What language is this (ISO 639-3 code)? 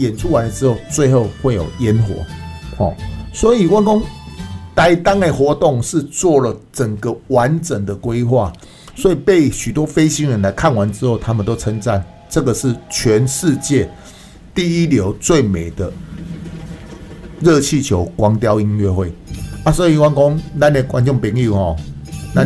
zho